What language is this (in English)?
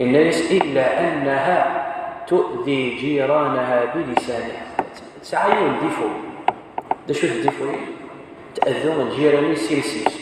Kabyle